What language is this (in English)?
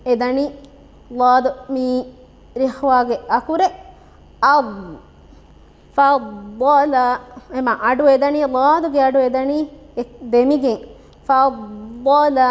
Divehi